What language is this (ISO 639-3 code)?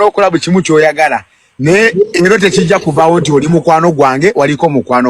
lug